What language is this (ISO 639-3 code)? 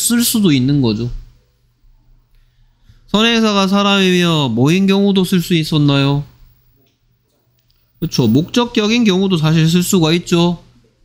kor